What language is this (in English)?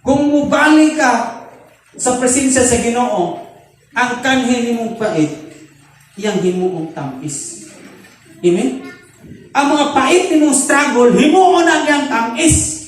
Cebuano